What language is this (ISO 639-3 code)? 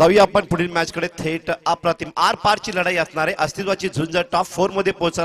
mar